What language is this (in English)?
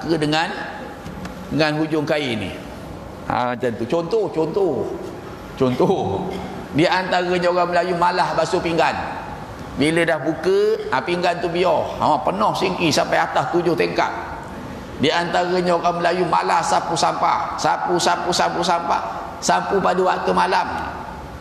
Malay